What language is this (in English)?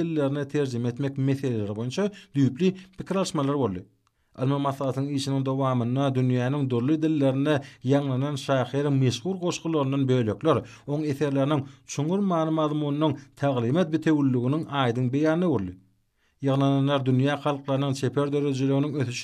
Turkmen